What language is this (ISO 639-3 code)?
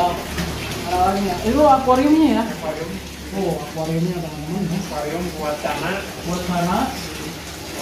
ind